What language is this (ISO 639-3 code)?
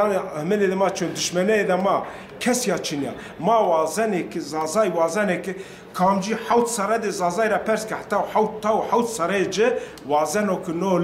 zza